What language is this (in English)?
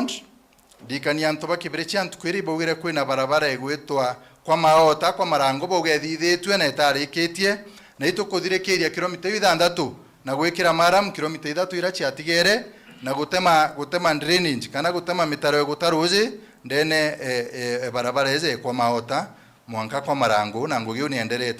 Meru